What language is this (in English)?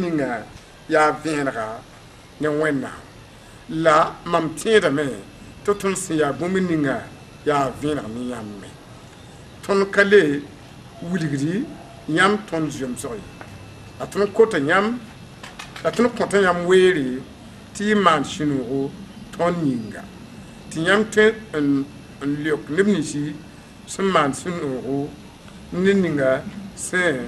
Mossi